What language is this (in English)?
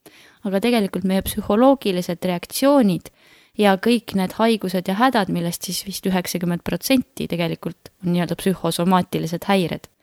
Estonian